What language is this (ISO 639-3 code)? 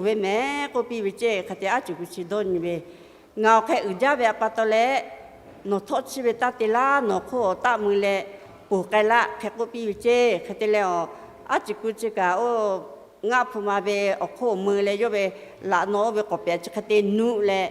lhu